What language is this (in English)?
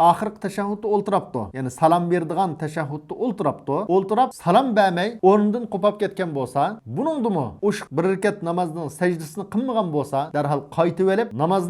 Uyghur